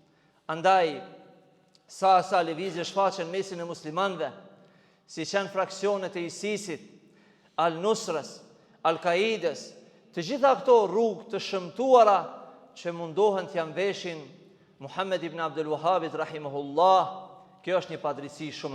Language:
Albanian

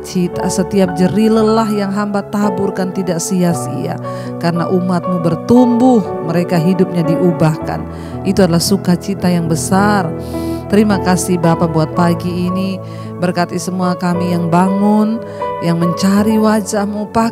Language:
Indonesian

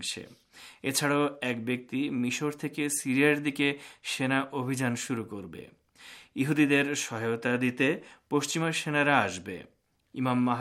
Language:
Bangla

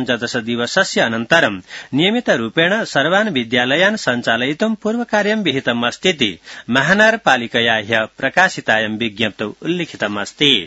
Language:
Sanskrit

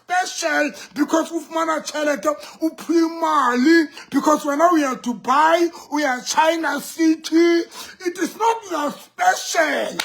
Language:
Southern Sotho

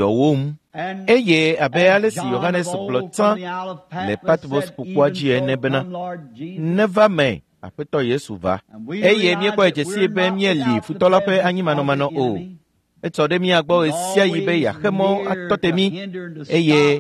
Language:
Ewe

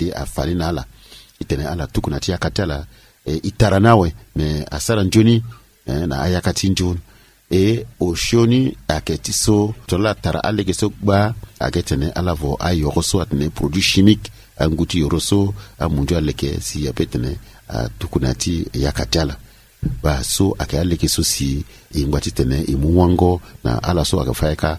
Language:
Sango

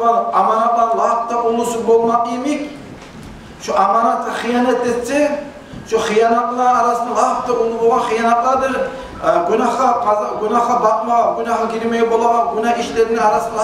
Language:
Kumyk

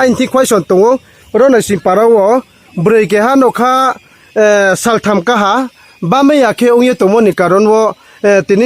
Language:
Riang (India)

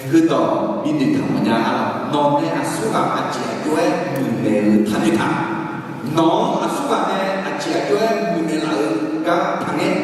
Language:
Akha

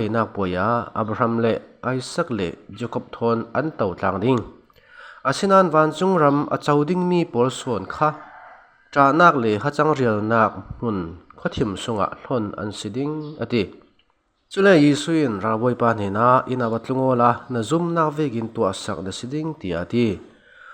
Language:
Falam Chin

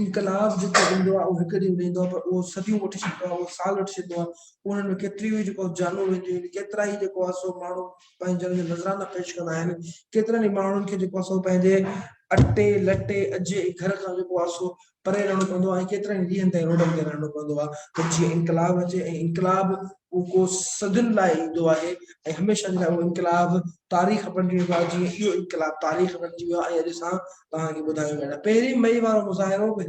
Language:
Sindhi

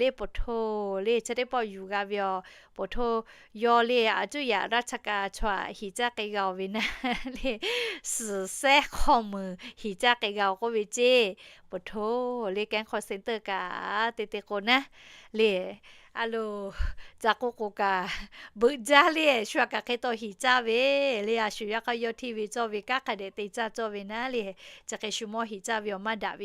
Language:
Lahu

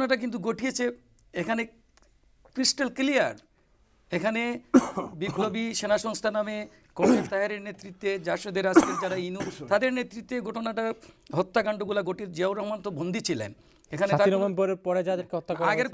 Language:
Bangla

